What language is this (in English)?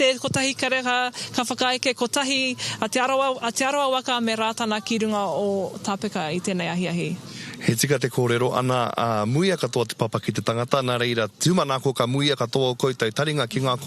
Māori